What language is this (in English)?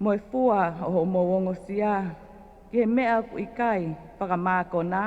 Tongan